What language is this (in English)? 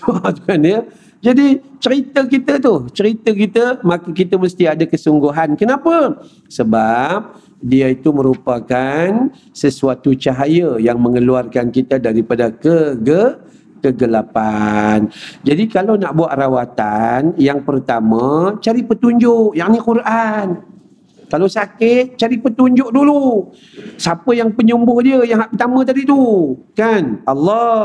Malay